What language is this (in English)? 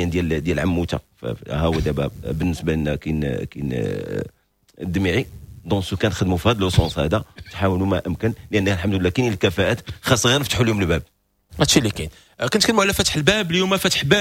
Moroccan Arabic